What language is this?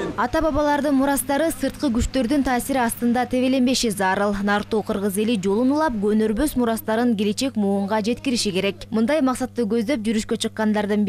Kyrgyz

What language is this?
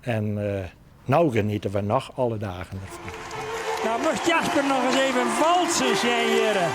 Western Frisian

